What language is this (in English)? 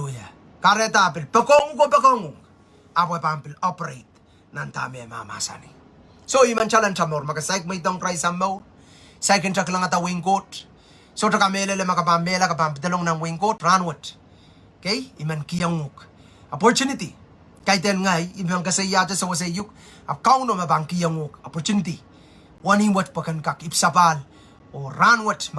Pohnpeian